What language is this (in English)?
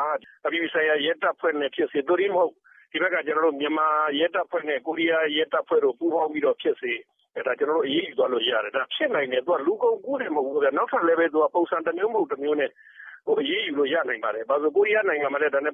Burmese